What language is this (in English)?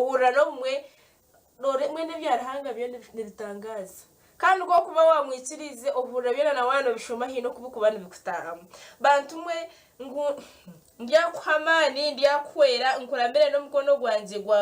Nyankole